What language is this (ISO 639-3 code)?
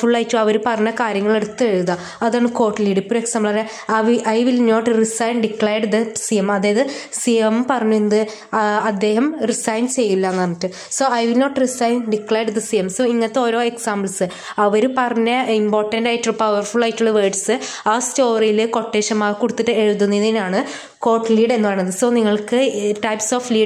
mal